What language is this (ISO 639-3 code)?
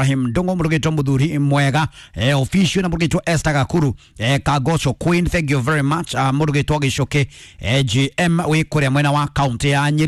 kik